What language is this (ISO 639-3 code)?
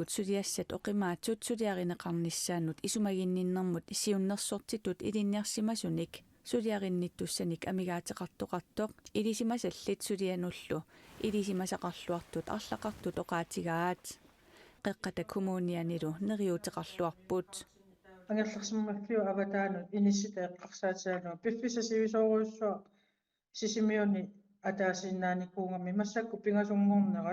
kal